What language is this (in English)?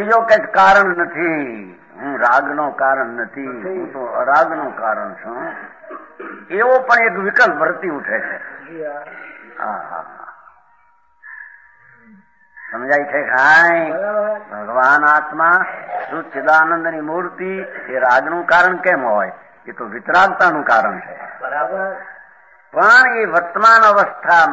Gujarati